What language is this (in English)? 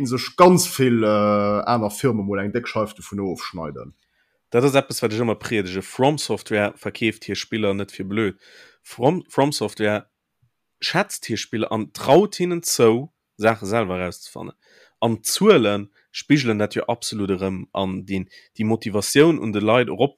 Luxembourgish